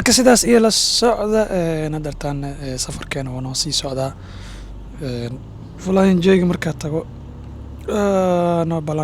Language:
Somali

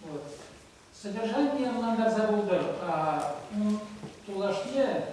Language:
Chuvash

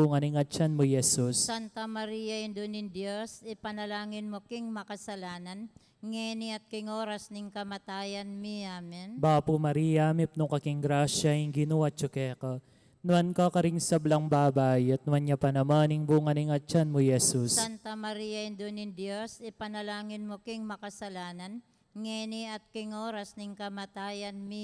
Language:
Pampanga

